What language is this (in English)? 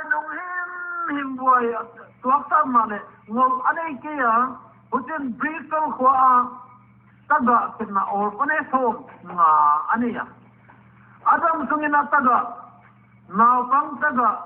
Paite Chin